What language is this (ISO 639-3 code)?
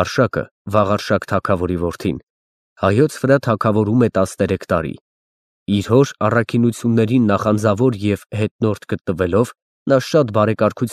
hye